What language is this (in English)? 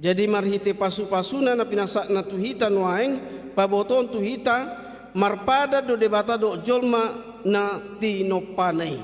Batak Toba